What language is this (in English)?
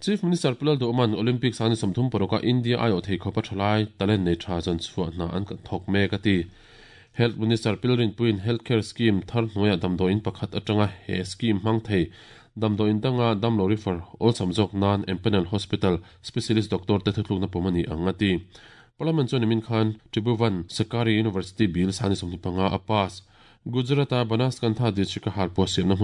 Mizo